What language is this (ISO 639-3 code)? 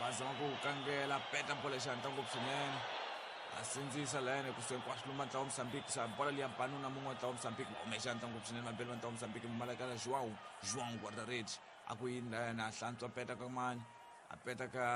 tso